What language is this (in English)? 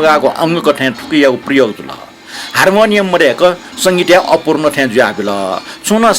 Newari